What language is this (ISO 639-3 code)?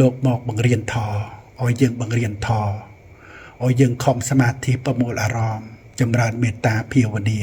khm